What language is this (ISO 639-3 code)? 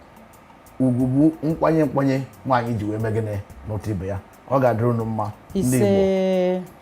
ibo